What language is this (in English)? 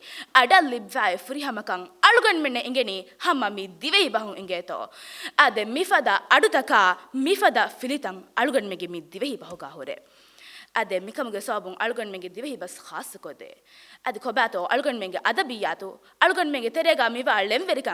Divehi